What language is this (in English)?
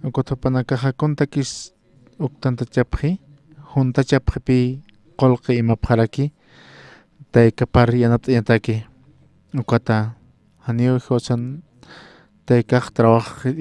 Aymara